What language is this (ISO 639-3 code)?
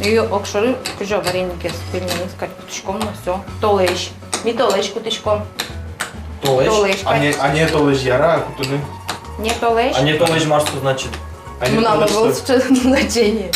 udm